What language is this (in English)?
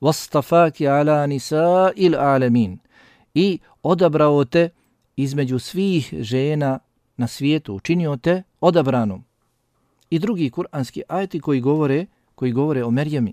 Bosnian